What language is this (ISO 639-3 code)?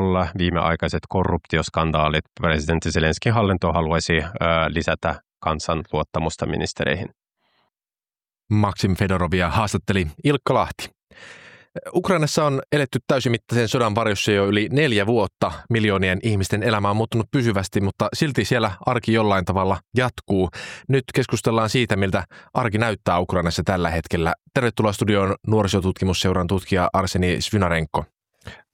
fin